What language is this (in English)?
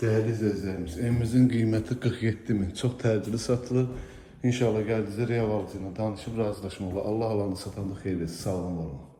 Azerbaijani